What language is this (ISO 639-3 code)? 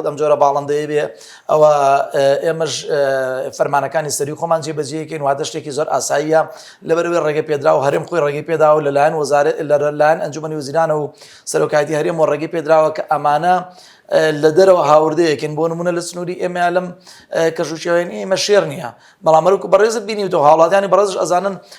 ckb